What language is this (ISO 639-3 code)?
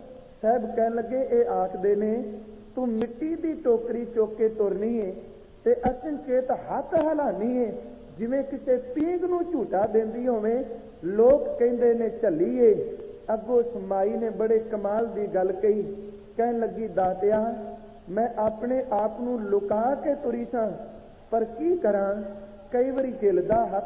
pan